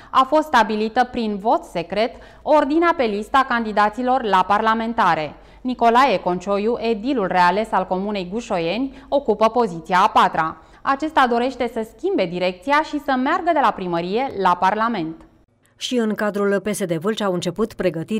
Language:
Romanian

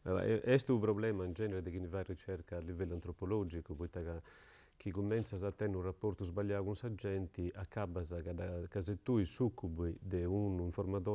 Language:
Sardinian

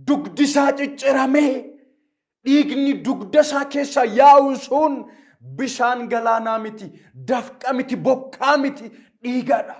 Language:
Oromo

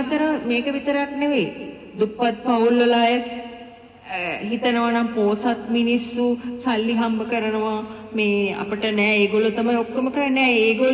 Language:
Sinhala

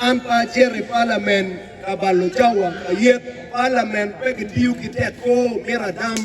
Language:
Acoli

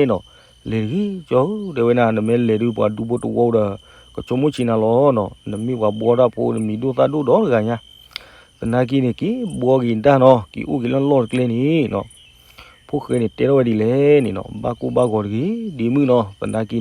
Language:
S'gaw Karen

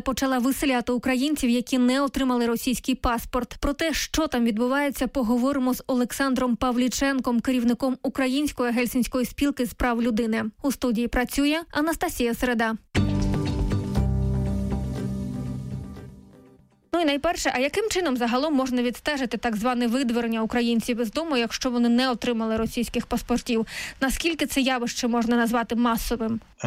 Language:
Ukrainian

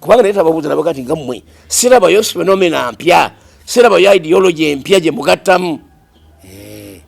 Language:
Ganda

